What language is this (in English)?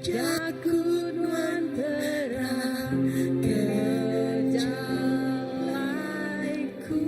Iban